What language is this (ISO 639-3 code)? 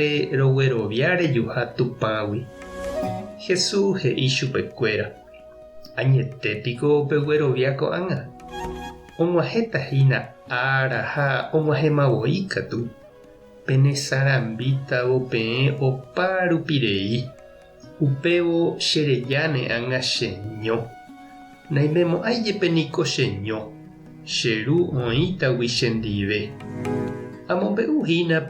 grn